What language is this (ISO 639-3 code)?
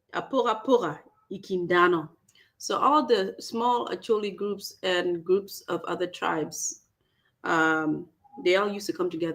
ach